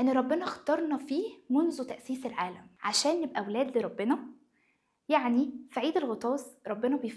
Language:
Egyptian Arabic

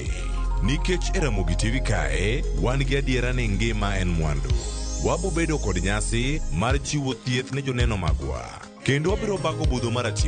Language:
Luo (Kenya and Tanzania)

